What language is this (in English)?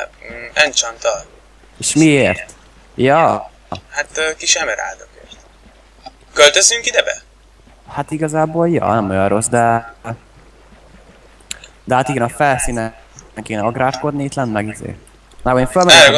Hungarian